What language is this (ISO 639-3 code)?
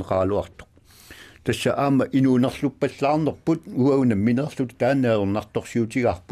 kal